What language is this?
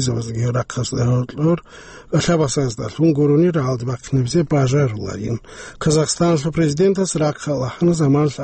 Avaric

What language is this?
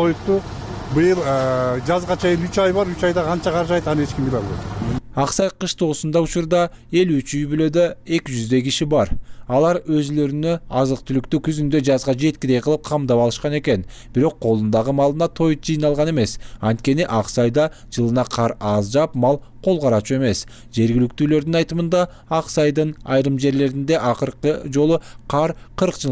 Kyrgyz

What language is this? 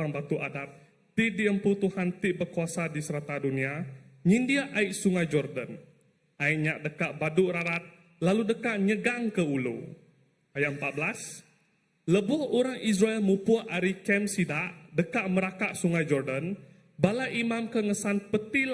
Iban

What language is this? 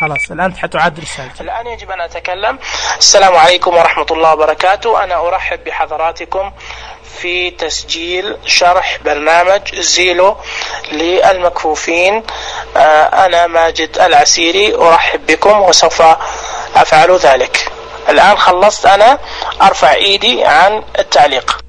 Najdi Arabic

